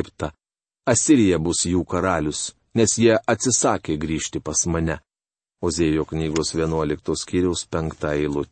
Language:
Lithuanian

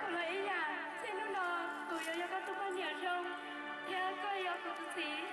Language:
Hmong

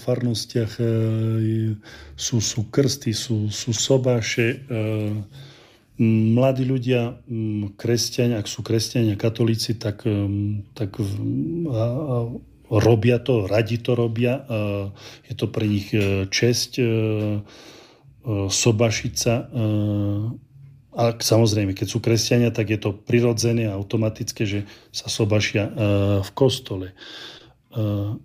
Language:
Slovak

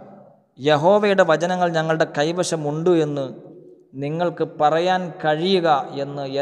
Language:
Malayalam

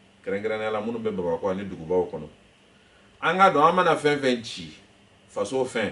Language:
Bambara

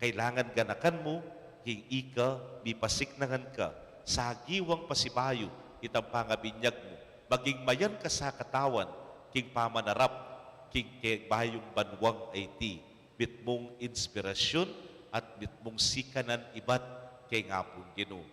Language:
Pampanga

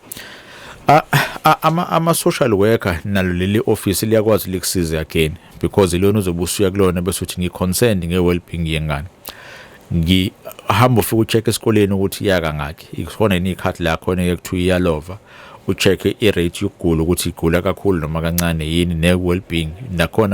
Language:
Zulu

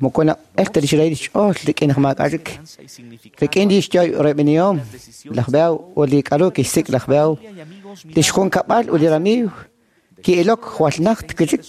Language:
Kekchí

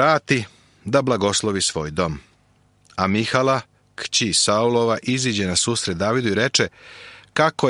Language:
Serbian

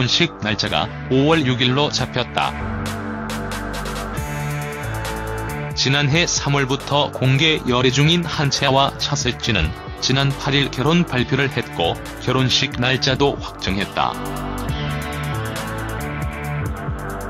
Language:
Korean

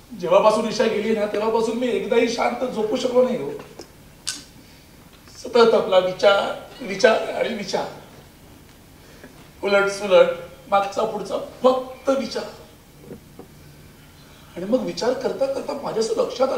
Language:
Marathi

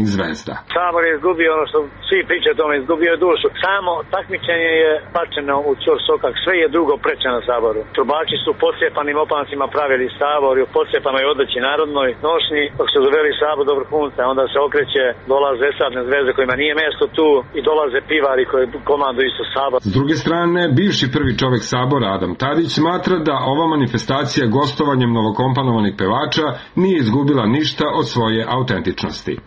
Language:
Serbian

